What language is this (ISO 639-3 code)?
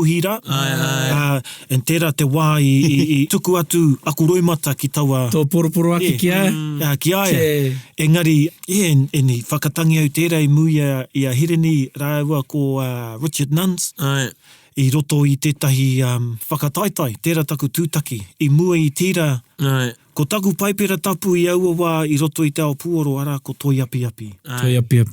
mri